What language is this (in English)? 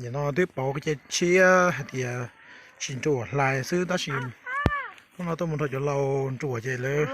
Hmong